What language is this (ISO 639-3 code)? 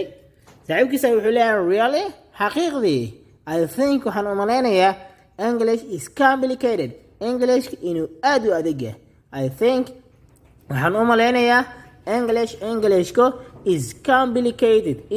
som